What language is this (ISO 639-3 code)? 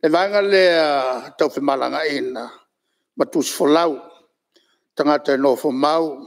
smo